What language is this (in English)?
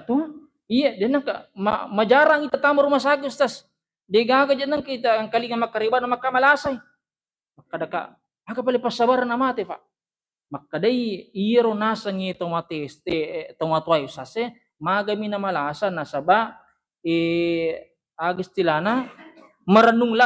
Buginese